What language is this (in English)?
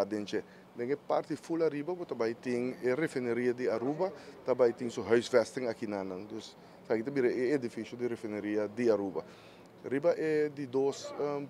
Papiamento